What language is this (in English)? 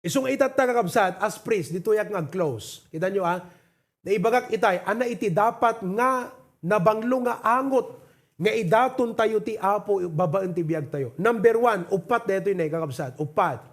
Iloko